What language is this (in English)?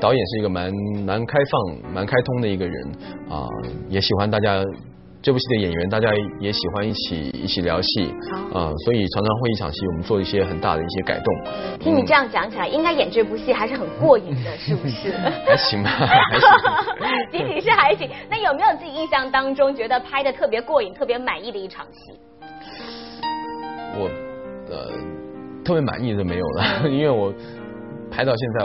Chinese